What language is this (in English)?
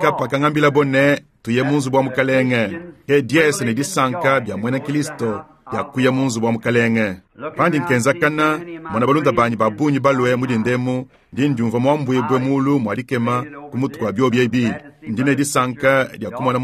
Luba-Lulua